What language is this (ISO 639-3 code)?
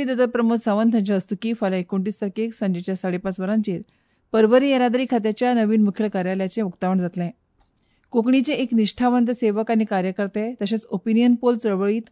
kok